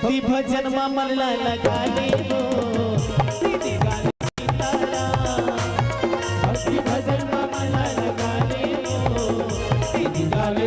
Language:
Chhattisgarhi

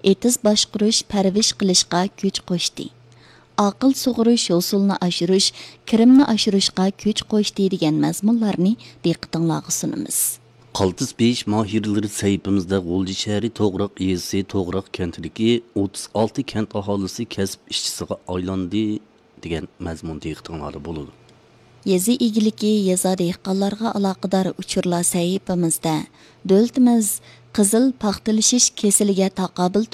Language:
Uyghur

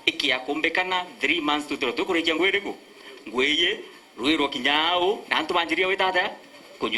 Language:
Meru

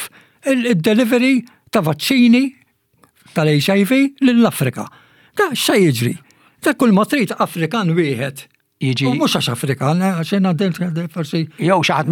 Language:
Maltese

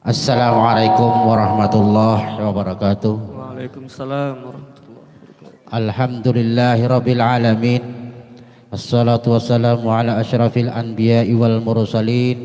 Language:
Banjar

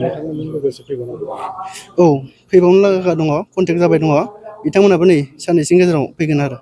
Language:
Bodo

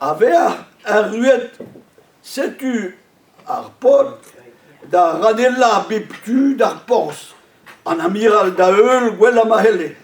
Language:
Breton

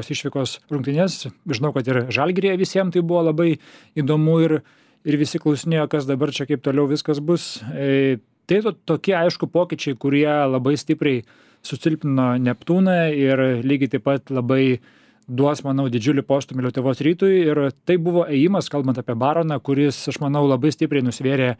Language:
Lithuanian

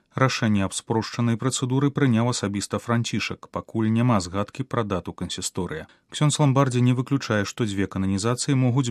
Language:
Belarusian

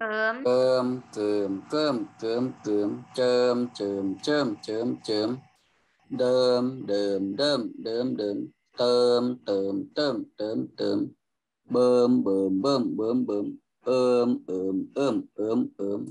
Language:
Shan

